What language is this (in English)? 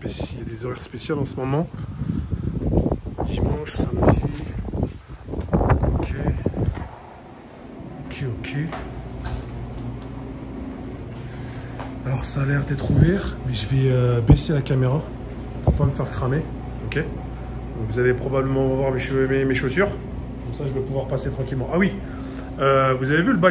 French